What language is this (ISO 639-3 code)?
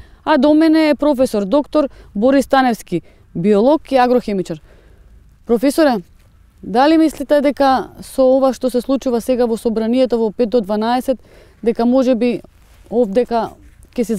mkd